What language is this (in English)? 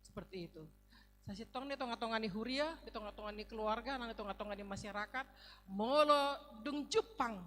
Batak Toba